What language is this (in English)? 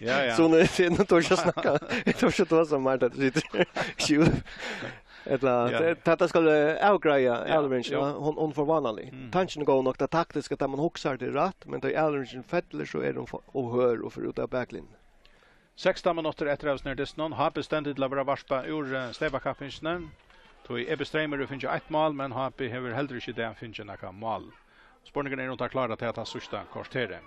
Faroese